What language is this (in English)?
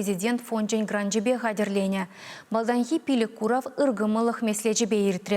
Chuvash